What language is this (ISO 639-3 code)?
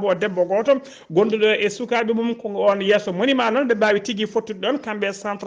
ful